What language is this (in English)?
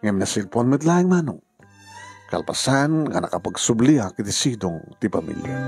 Iloko